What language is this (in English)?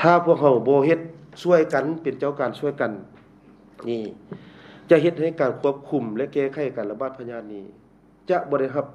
Lao